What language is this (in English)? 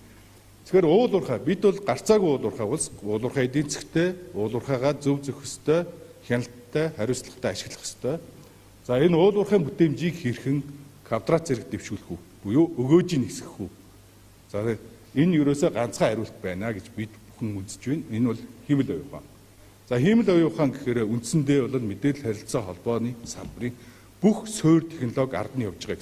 Mongolian